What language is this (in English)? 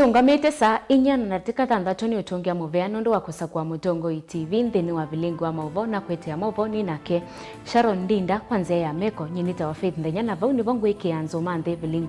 Kamba